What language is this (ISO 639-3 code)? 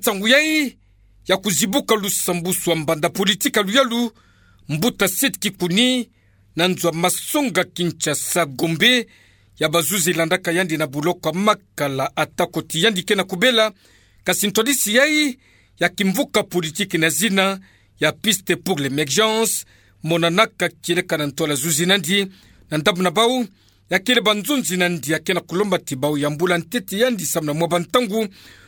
ktu